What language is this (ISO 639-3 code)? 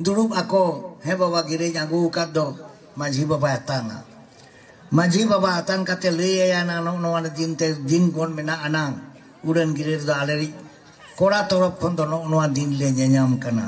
sat